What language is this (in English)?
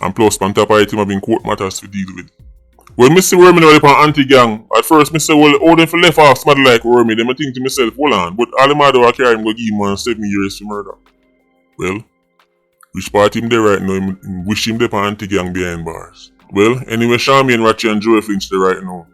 Jamaican Creole English